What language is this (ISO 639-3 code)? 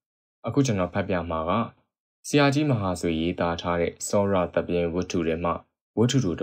mya